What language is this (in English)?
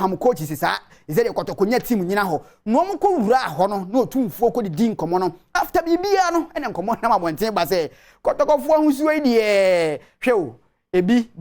Akan